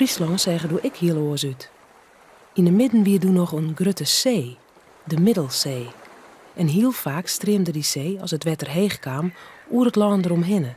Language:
Western Frisian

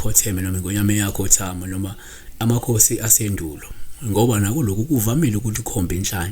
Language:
Zulu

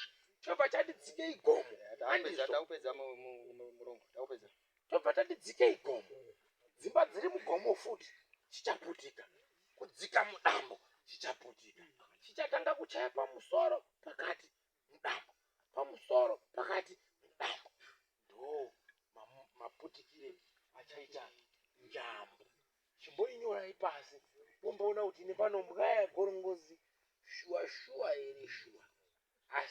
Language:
Shona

